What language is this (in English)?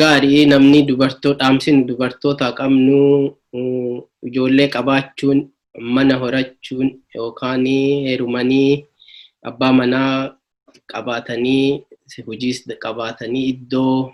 Oromo